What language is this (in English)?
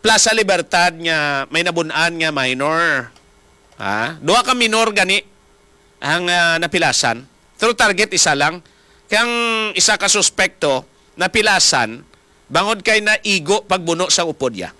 Hiligaynon